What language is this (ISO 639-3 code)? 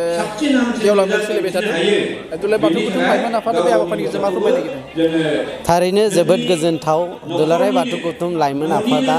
brx